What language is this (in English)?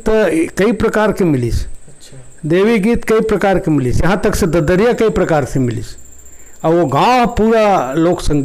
Chhattisgarhi